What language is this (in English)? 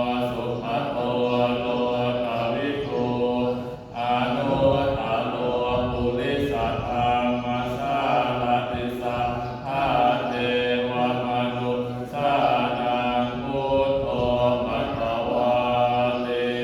Pali